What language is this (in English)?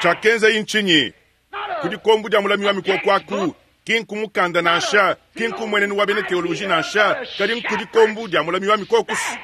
Luba-Lulua